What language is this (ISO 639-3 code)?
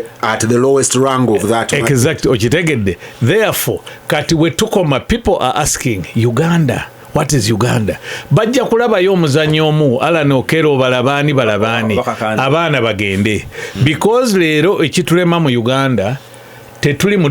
lug